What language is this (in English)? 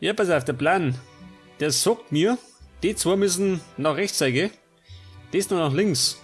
Bavarian